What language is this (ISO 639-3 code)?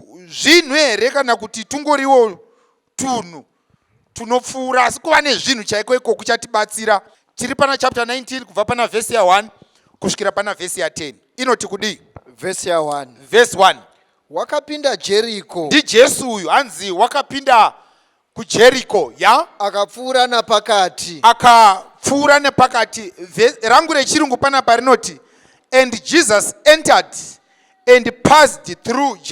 sna